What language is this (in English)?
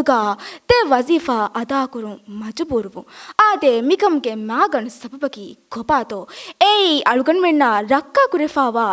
Divehi